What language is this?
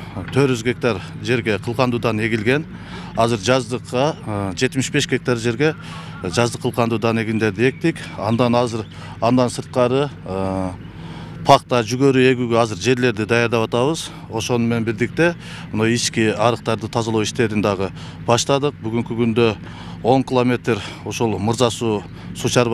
Kyrgyz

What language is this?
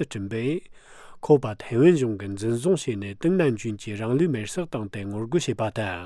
Tibetan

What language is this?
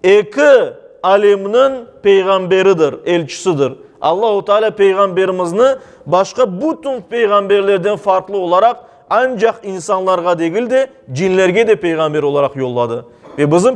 Crimean Tatar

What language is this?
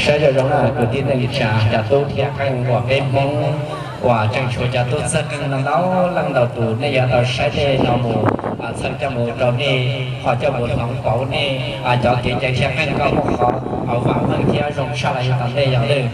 Hmong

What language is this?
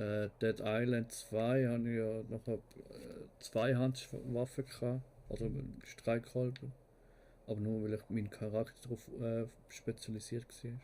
Swiss German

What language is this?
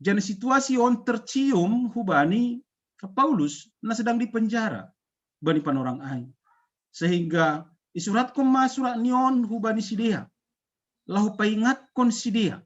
Batak Simalungun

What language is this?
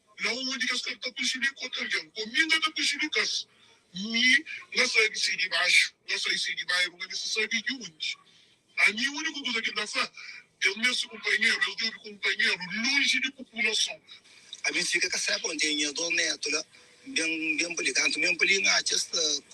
Kabuverdianu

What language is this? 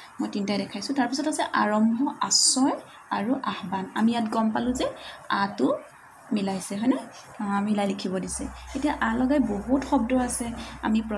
Assamese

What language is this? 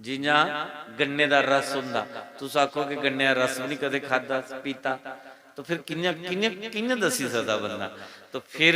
Dogri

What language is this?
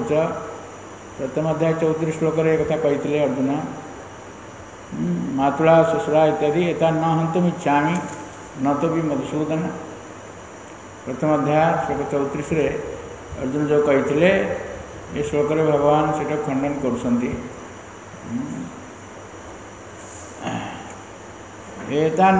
Odia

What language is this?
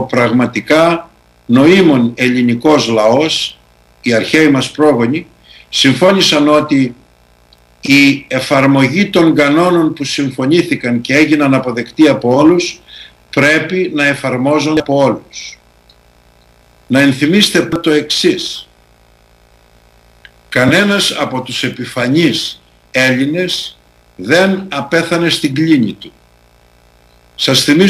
Greek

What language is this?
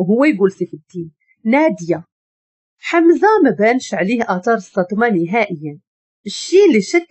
Moroccan Arabic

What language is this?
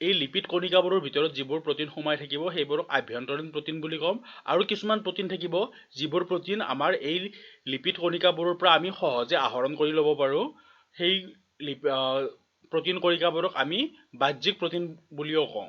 Assamese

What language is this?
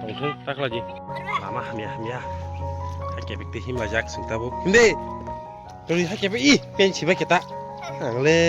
Kok Borok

